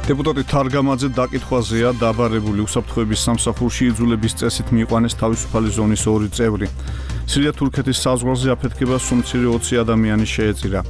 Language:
Georgian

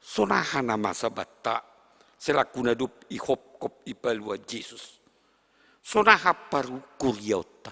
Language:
Batak Simalungun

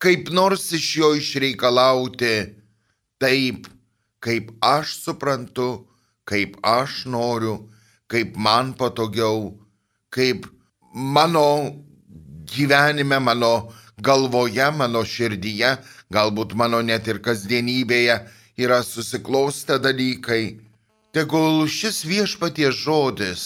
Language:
Lithuanian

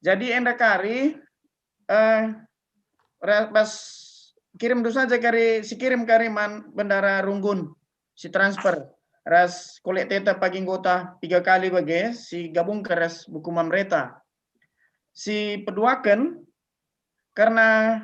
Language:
Batak Karo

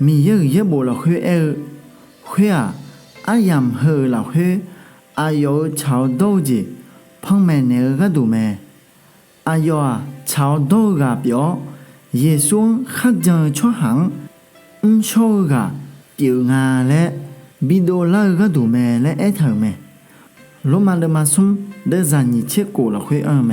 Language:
Akha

